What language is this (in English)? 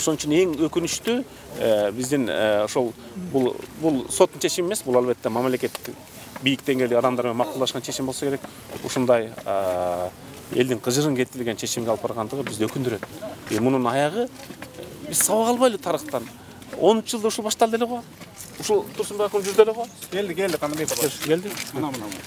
Kyrgyz